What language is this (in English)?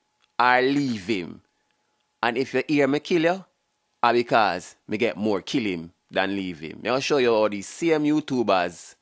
Jamaican Creole English